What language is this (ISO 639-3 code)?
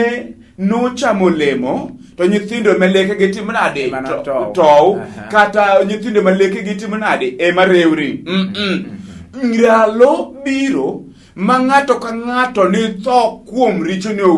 luo